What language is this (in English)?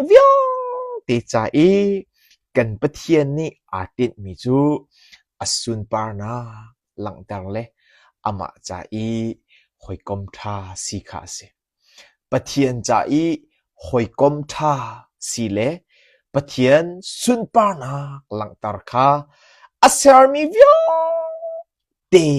Hakha Chin